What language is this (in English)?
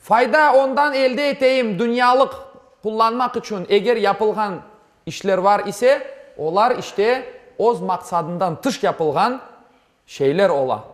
Crimean Tatar